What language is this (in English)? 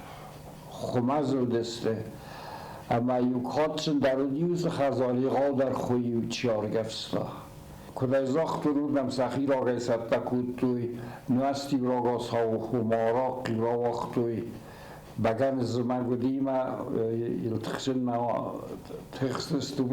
Ossetic